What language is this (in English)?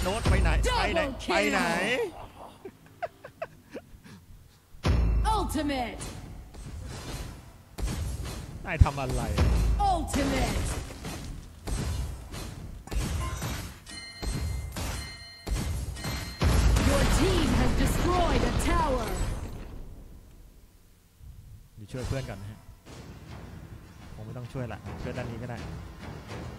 Thai